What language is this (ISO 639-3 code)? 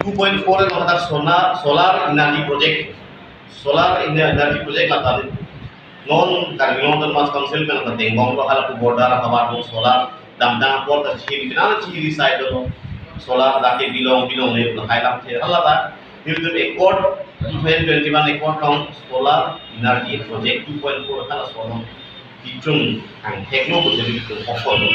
mjw